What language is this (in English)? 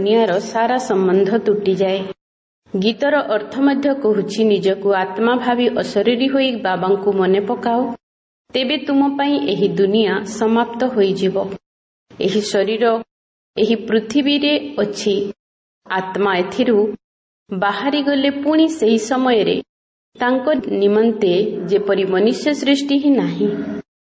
Odia